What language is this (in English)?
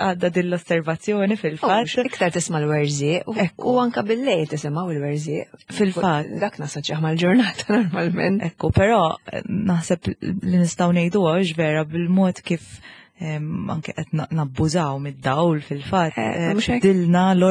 Maltese